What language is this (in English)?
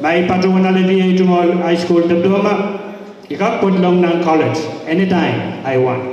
Pohnpeian